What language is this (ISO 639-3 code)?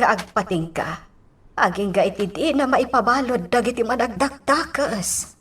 ilo